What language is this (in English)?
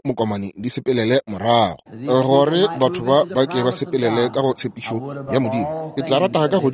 Northern Sotho